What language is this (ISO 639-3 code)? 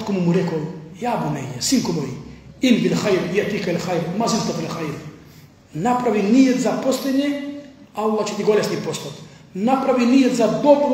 mkd